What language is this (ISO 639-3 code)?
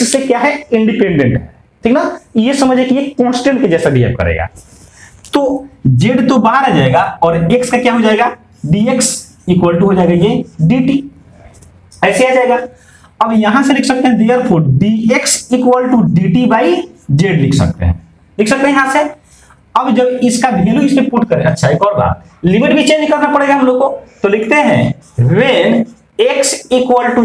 hin